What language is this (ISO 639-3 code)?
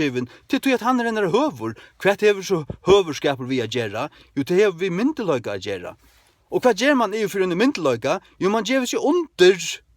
fao